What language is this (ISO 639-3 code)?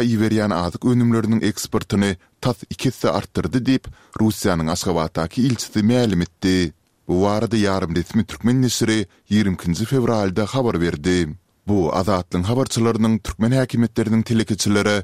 tuk